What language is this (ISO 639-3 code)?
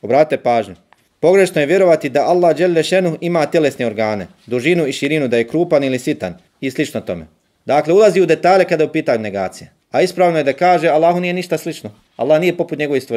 bos